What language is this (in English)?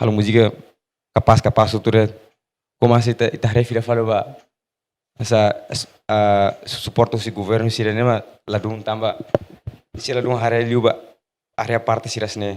Tetum